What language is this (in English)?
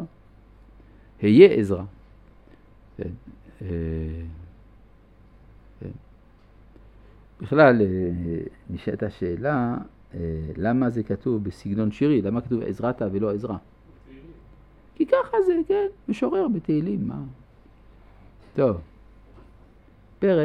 Hebrew